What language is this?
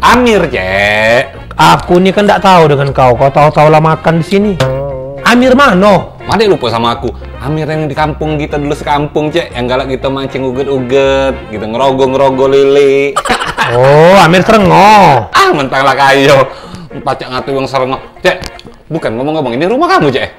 Musi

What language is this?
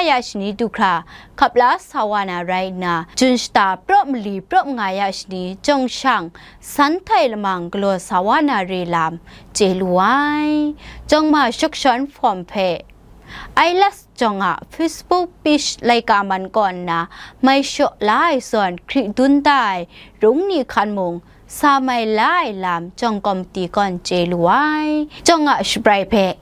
Kachin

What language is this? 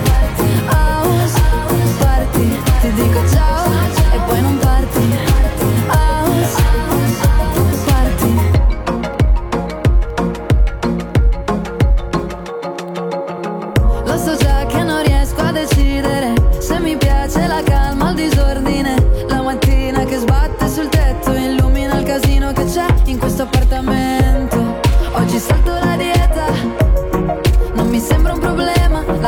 Italian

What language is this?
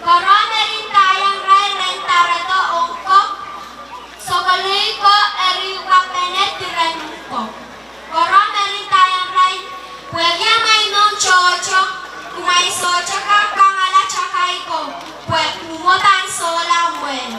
Pohnpeian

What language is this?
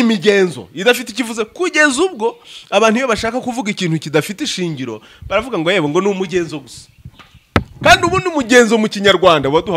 Kinyarwanda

